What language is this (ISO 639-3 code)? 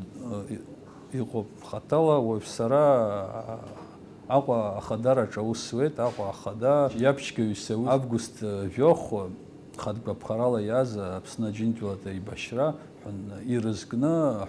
abk